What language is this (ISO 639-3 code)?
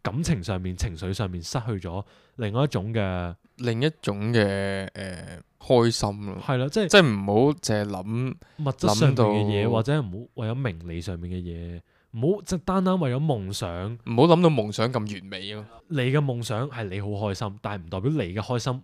yue